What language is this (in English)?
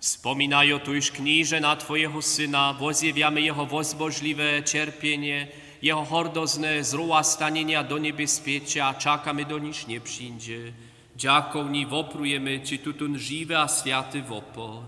Upper Sorbian